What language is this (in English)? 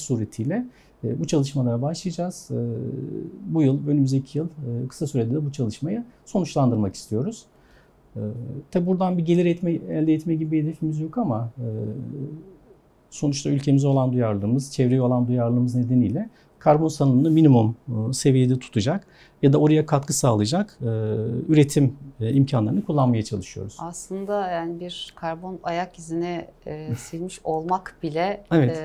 Turkish